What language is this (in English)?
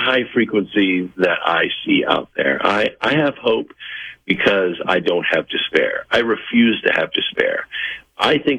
English